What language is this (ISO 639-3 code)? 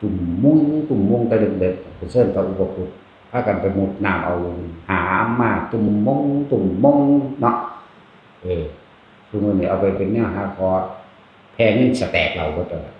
tts